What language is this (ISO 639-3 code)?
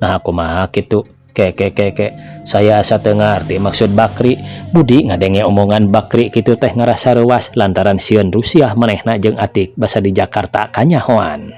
sun